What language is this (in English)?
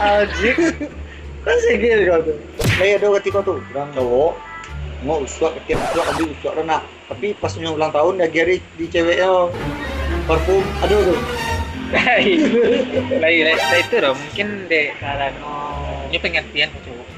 Minangkabau